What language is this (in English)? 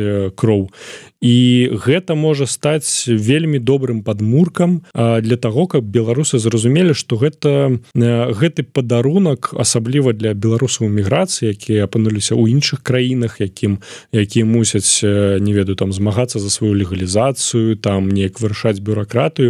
Belarusian